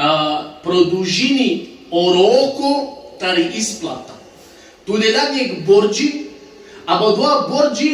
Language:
Balkan Romani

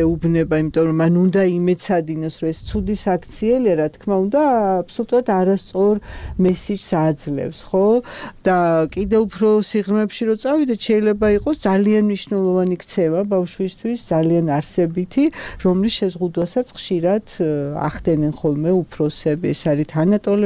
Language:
Georgian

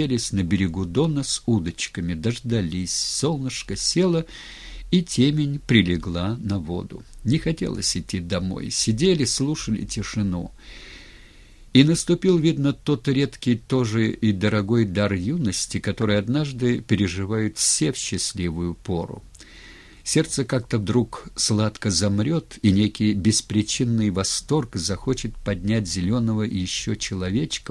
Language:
Russian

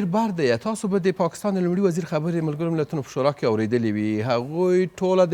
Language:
Pashto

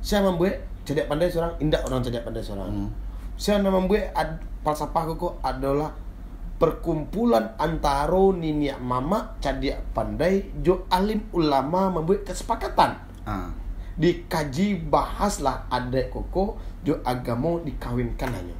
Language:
Minangkabau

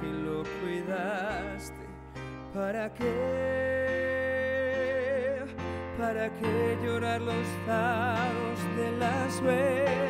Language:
Spanish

